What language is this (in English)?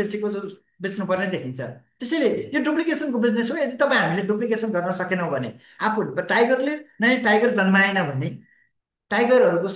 Nepali